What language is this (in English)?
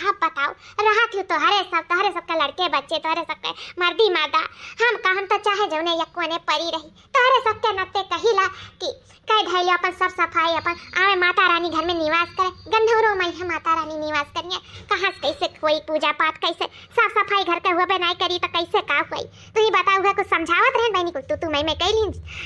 Awadhi